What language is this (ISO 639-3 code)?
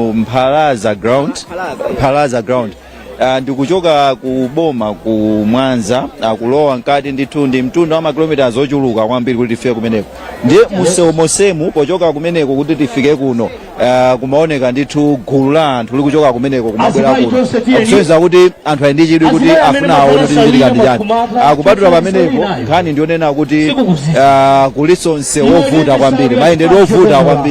nya